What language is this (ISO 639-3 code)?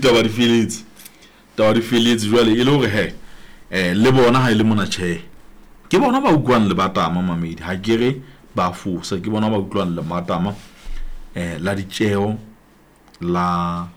sot